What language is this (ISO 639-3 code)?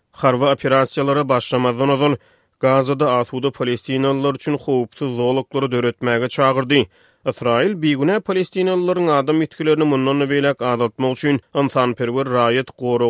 tuk